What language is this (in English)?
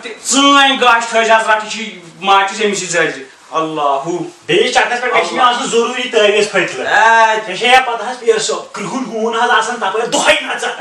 Kashmiri